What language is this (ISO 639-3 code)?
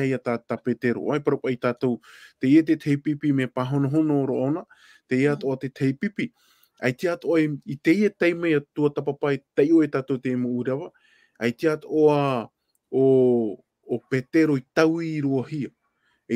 tah